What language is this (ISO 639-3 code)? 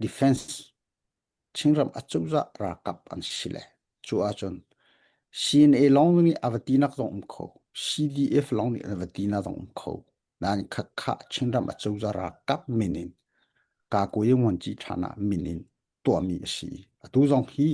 cnh